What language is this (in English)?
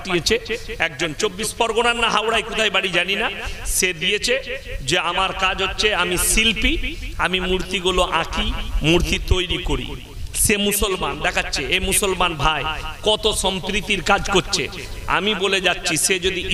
Bangla